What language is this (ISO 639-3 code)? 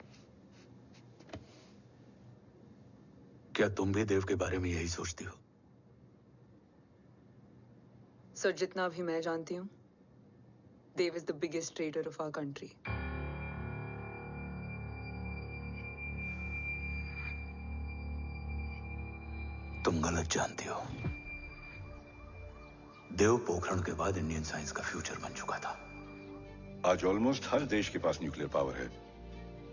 hin